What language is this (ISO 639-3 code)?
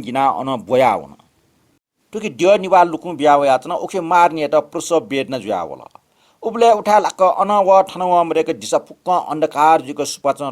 new